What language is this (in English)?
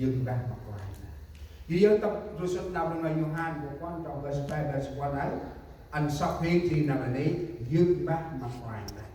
Central Mnong